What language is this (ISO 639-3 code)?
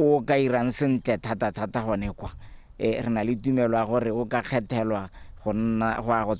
tsn